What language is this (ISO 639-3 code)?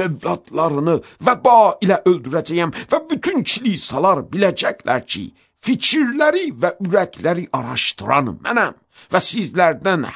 aze